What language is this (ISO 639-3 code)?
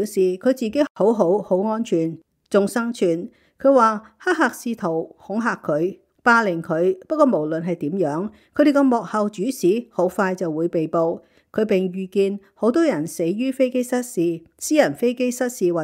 yue